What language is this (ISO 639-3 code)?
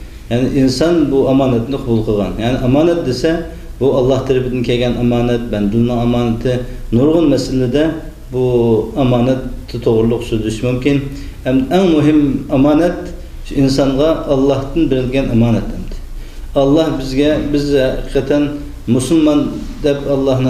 uig